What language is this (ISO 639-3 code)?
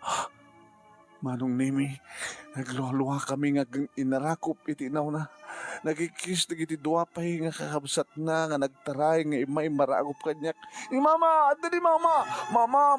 ilo